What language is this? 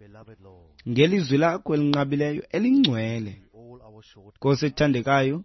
Xhosa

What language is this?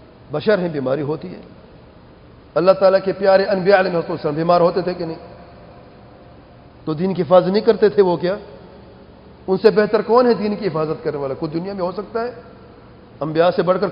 Urdu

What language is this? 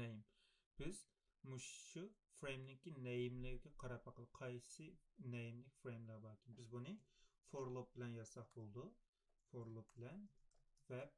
Uyghur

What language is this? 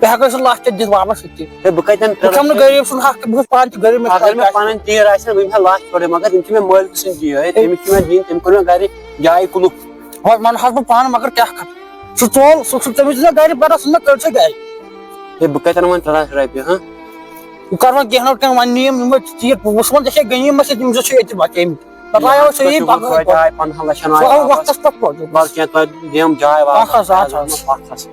Kashmiri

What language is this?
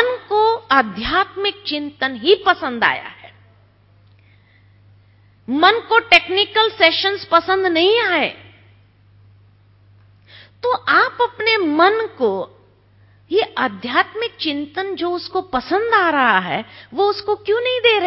Hindi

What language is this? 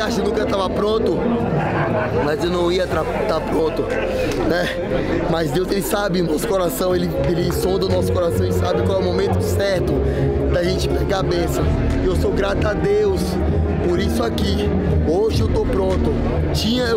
Portuguese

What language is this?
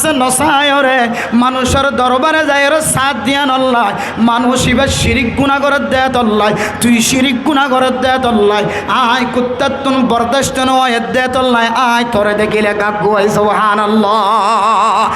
Rohingya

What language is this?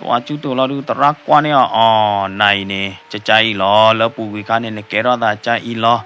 S'gaw Karen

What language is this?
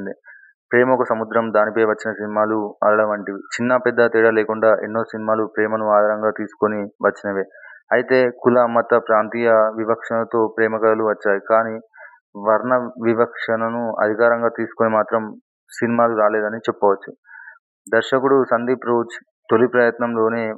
Telugu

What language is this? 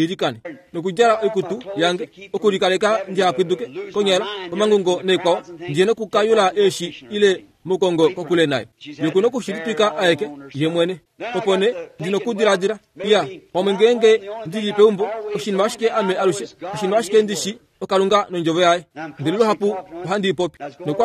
Kuanyama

